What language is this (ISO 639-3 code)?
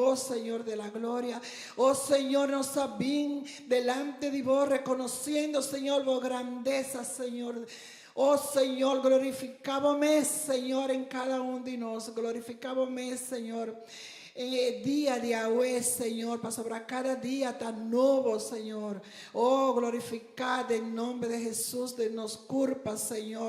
pap